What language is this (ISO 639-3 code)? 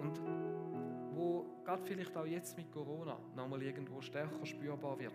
gsw